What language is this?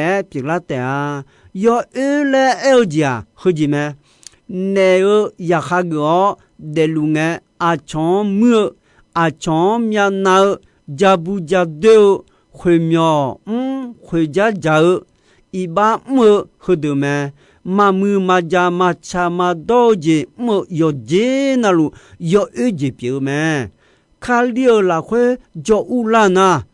Akha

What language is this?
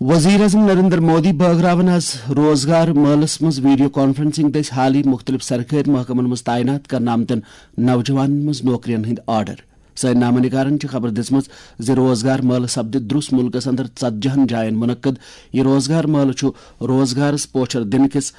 Kashmiri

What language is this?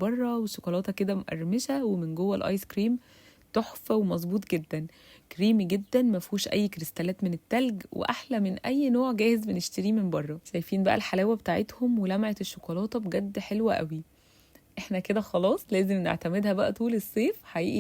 Egyptian Arabic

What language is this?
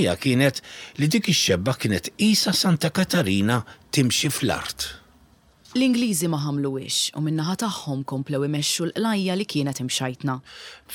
Maltese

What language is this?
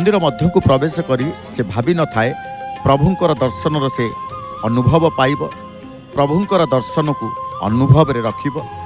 Odia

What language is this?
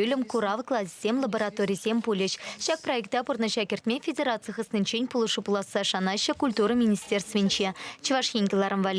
Chuvash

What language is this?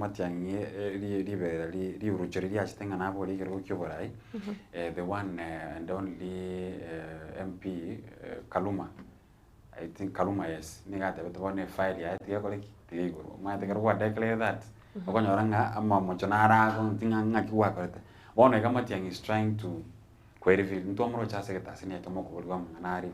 Gusii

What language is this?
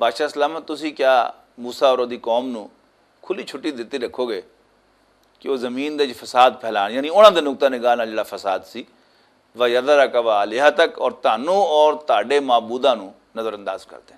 Western Panjabi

